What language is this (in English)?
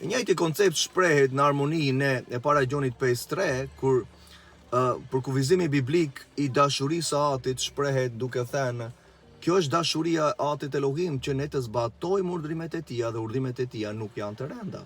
Albanian